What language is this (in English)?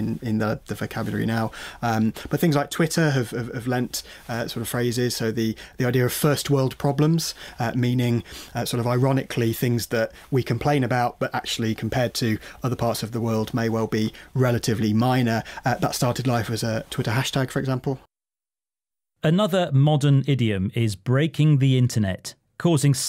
English